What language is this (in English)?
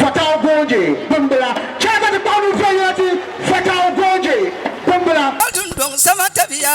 Dagbani